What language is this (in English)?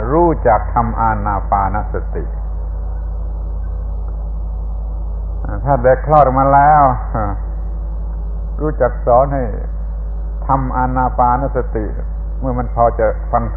Thai